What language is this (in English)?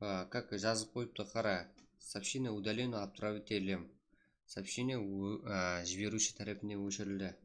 Kara-Kalpak